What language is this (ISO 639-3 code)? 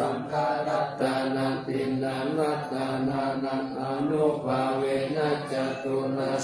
pli